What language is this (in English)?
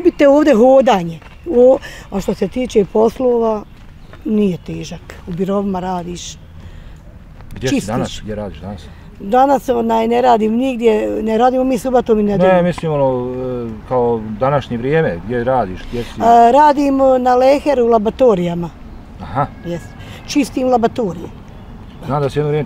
Bosnian